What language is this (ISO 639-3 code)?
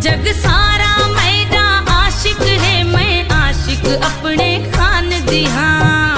skr